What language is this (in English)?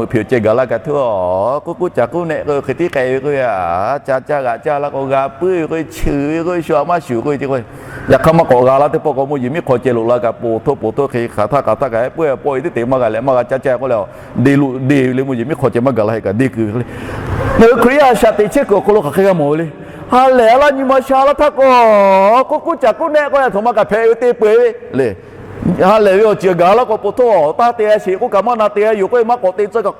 Lahu